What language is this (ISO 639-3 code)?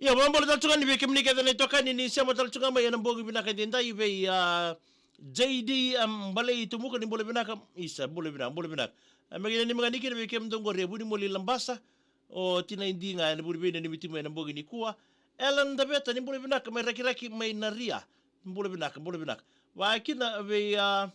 fij